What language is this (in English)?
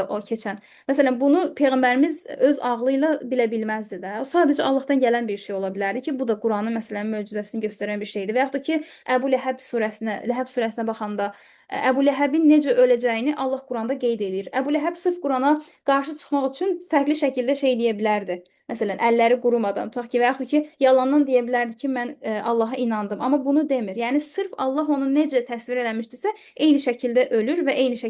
Azerbaijani